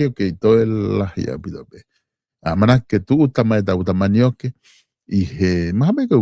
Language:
Tongan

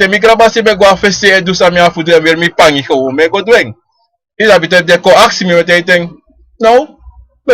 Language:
Sranan Tongo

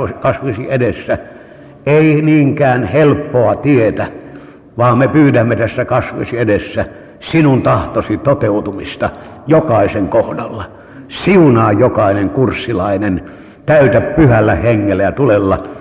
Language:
Finnish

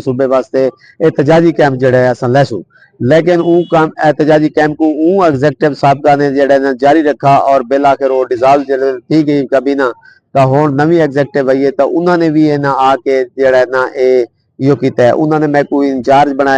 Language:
Saraiki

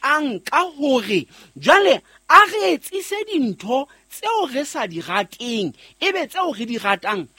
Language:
Southern Sotho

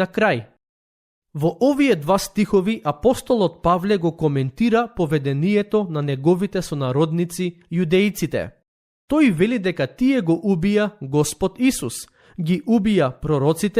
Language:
Macedonian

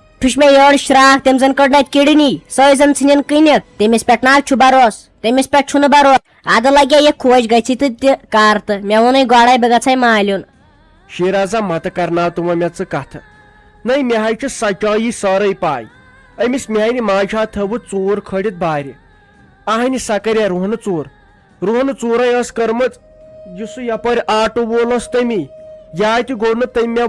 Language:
Kashmiri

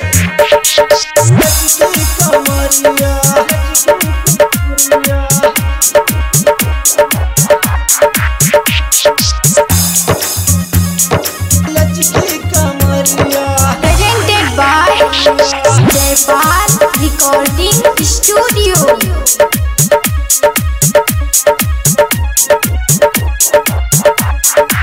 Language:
Bhojpuri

